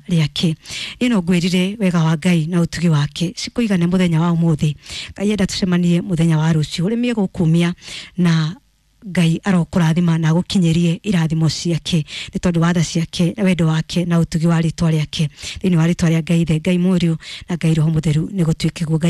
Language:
Kikuyu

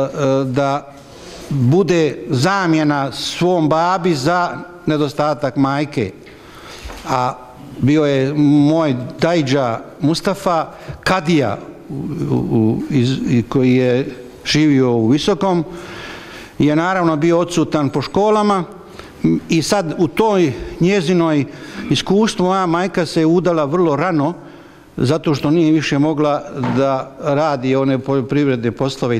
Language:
Bosnian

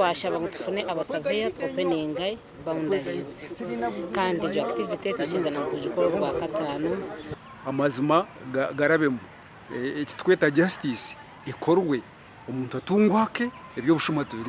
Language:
Nyankole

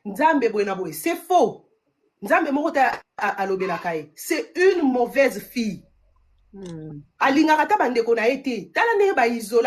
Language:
Lingala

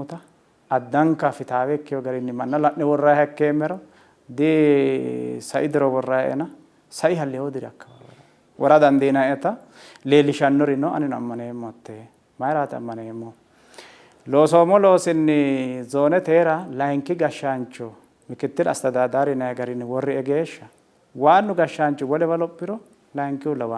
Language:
Sidamo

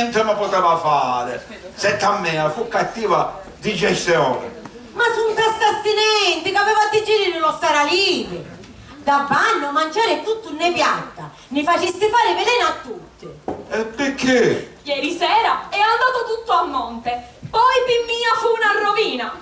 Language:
Sicilian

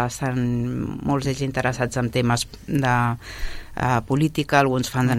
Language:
Catalan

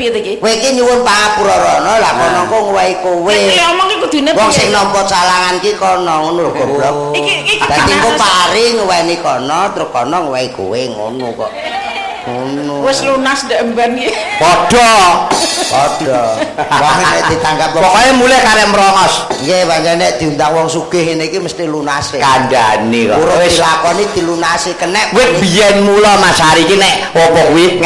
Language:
Javanese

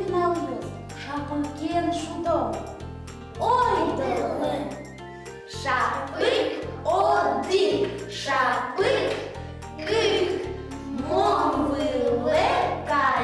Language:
Udmurt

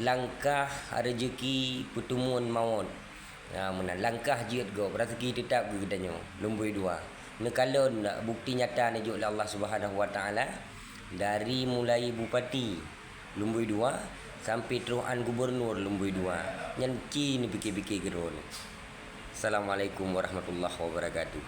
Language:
Achinese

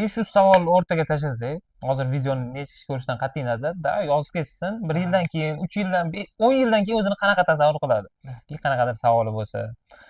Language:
Uzbek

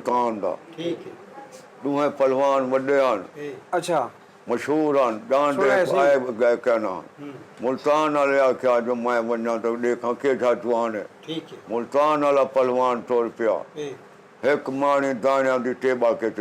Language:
Saraiki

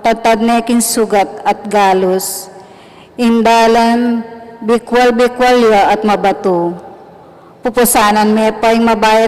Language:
Pampanga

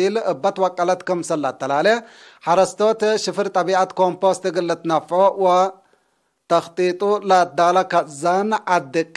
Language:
Tigre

